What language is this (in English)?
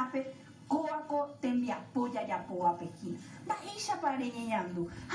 Guarani